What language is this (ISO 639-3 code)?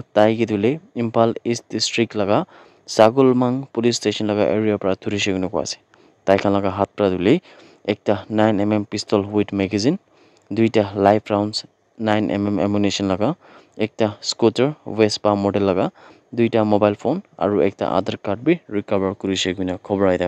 nag